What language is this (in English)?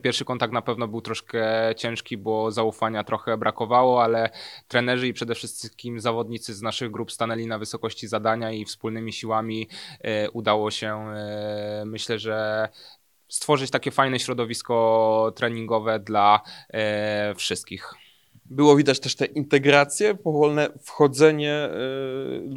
Polish